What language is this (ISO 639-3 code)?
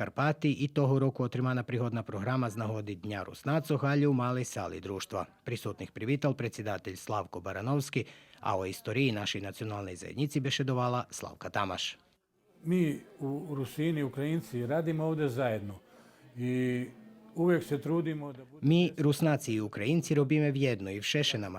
rue